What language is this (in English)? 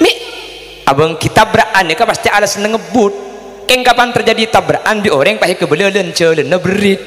Madurese